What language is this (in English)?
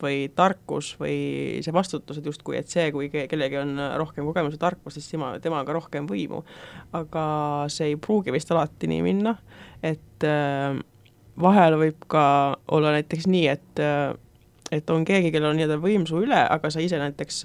Estonian